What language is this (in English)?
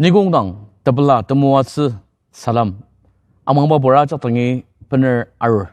Ao Naga